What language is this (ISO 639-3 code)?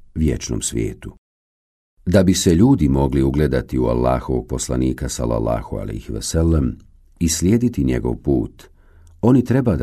bos